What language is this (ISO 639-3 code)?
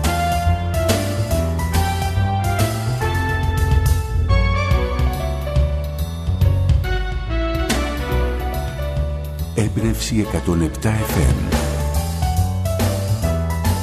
ell